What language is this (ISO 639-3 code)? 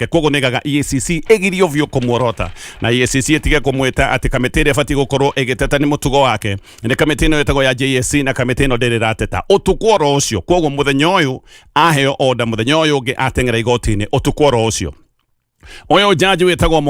kik